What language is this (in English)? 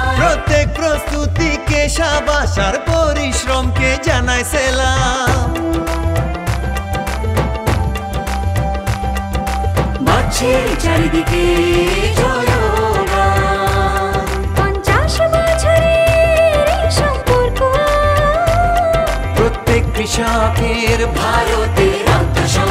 Bangla